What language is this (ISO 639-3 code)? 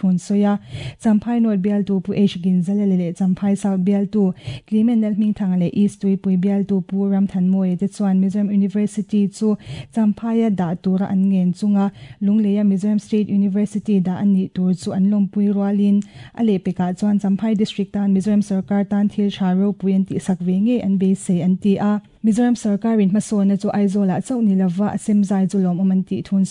lus